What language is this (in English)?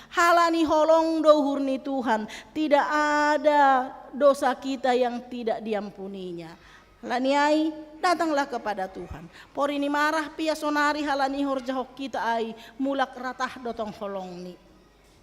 Batak Simalungun